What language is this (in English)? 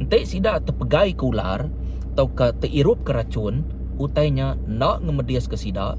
Iban